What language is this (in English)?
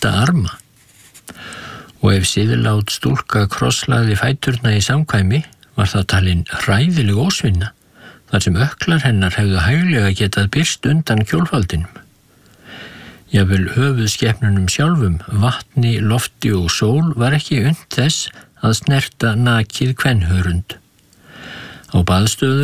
Icelandic